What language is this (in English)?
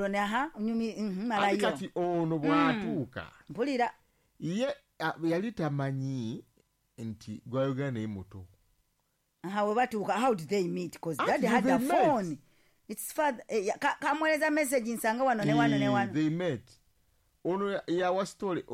Ganda